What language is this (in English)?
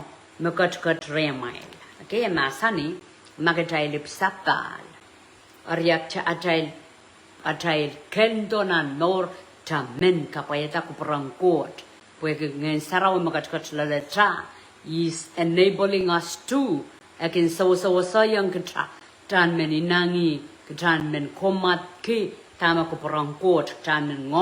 Pohnpeian